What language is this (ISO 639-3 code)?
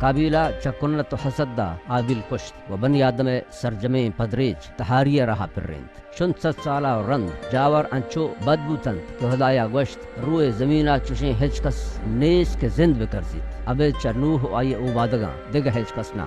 bal